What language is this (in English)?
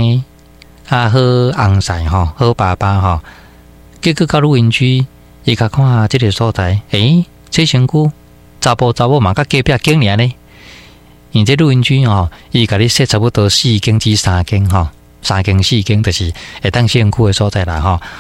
Min Nan Chinese